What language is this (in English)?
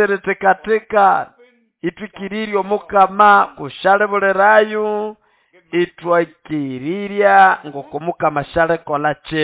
Nande